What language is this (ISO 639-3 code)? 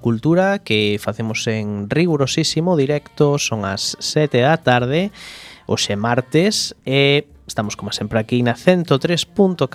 glg